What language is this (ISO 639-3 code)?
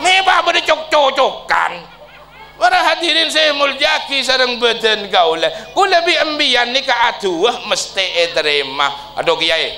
mad